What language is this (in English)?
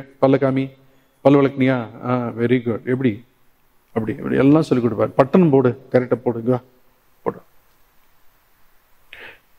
Tamil